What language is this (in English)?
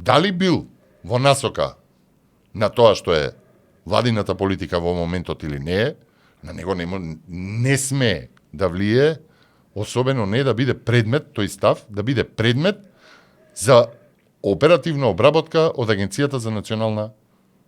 Macedonian